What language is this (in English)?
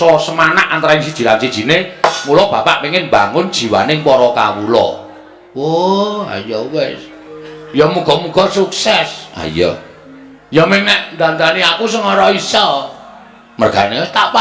Javanese